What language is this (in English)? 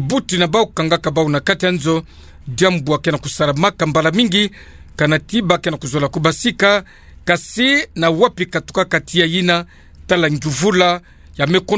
Kituba (Democratic Republic of Congo)